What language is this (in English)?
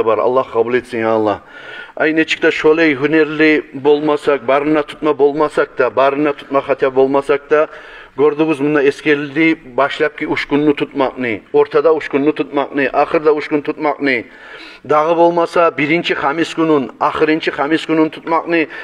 Kumyk